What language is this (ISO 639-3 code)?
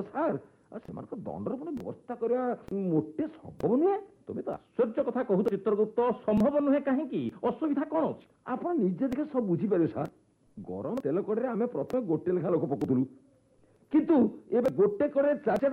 ori